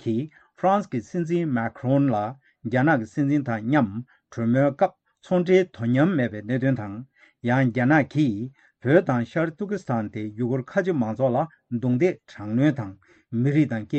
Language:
Tibetan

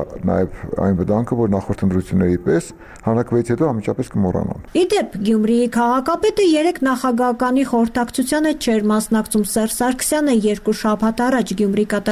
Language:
Armenian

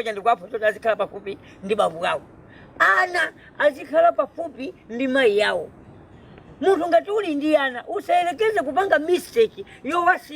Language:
Nyanja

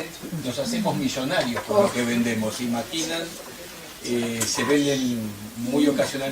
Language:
Ladino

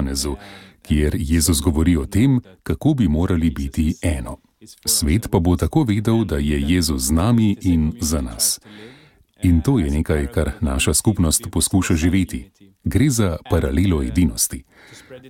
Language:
Slovenian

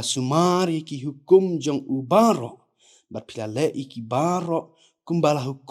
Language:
Khasi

